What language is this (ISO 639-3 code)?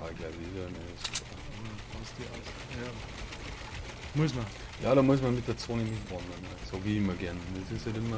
bar